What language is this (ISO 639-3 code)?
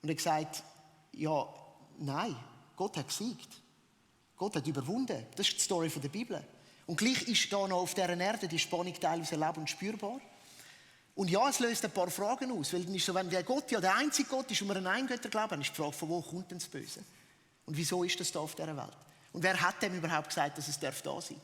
gsw